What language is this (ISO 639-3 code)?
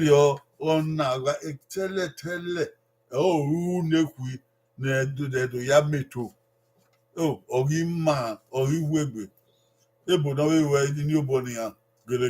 bin